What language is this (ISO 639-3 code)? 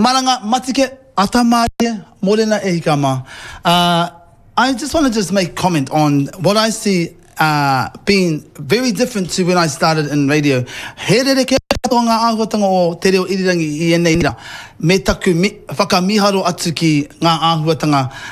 mri